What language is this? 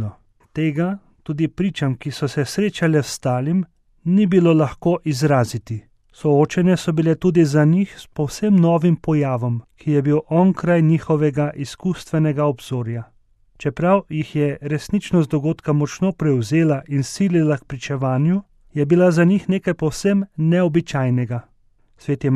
Slovenian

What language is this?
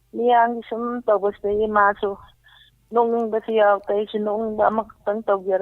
Manipuri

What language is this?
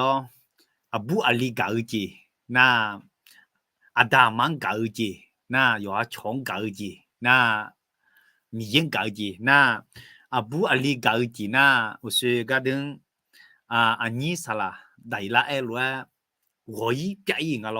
Akha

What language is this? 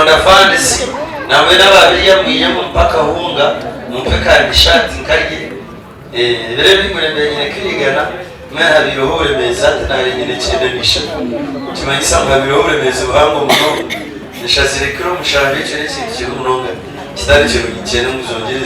Nyankole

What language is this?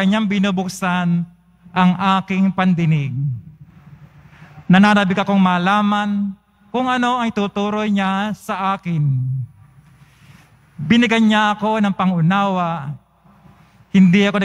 Filipino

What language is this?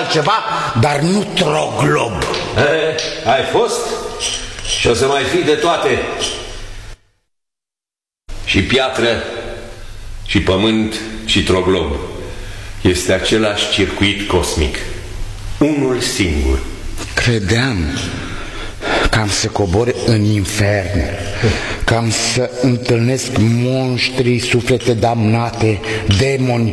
Romanian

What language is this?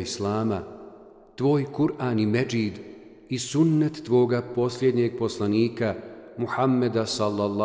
Bosnian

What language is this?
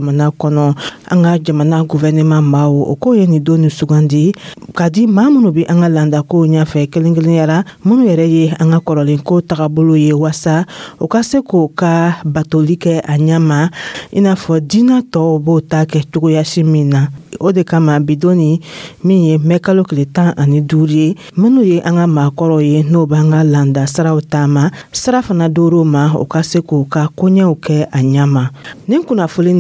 Dyula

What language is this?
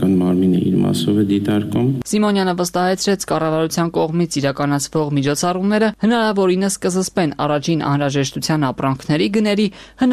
Armenian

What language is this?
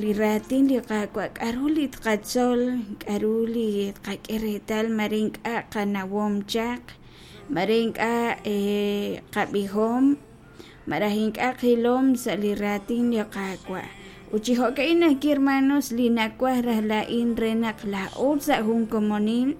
Kekchí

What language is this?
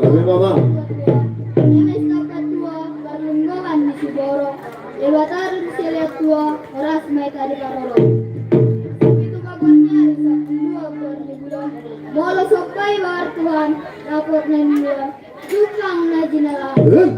Batak Toba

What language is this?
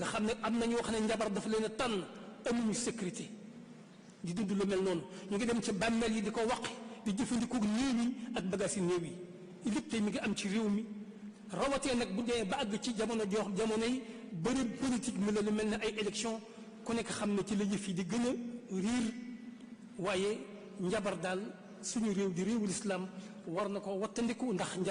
Wolof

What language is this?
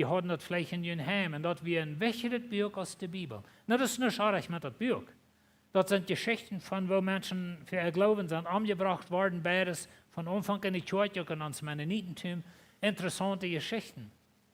Plautdietsch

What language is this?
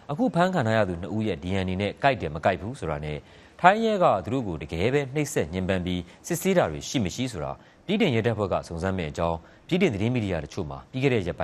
Burmese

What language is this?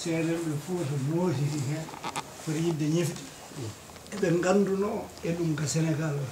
Fula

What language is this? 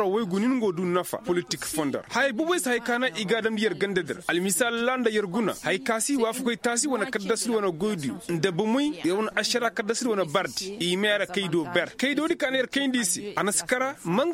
Koyraboro Senni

